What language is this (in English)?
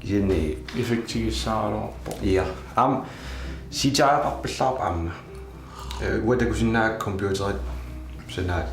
Kalaallisut